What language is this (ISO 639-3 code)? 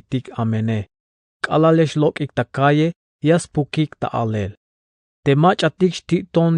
tzh